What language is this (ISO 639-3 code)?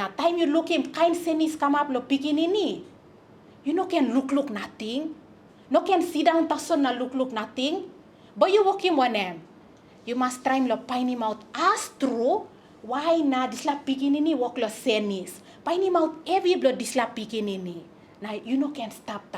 tpi